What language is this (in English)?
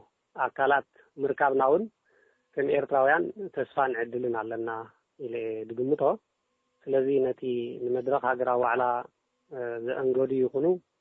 Tigrinya